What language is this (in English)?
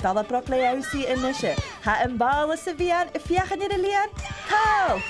Scottish Gaelic